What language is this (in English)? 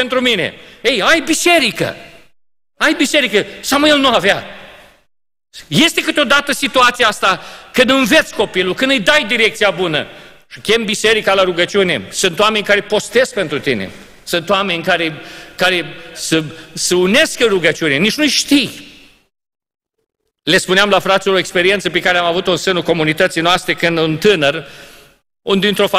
Romanian